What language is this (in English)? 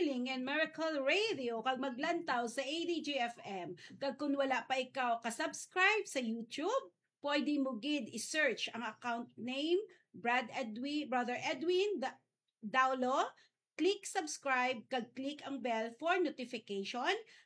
Hiligaynon